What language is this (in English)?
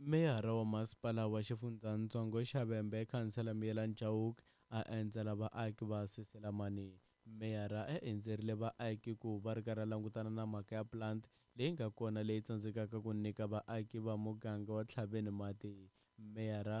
Tsonga